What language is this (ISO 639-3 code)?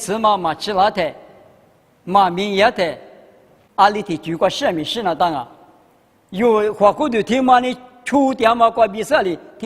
lis